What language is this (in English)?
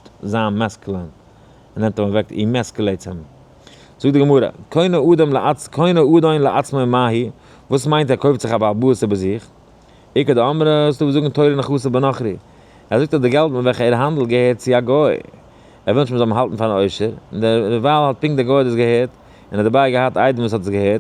Yiddish